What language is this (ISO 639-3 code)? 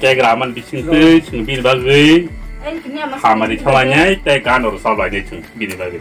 trp